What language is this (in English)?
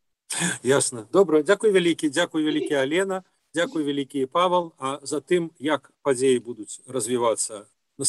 Belarusian